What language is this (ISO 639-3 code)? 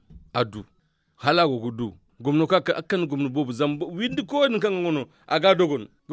dje